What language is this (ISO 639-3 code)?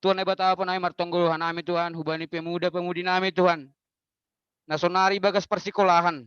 bts